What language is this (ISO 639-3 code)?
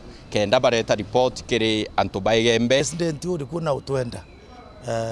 mer